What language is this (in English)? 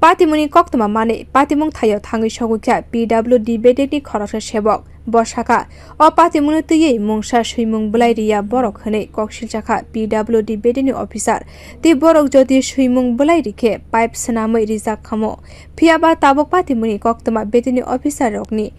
Kok Borok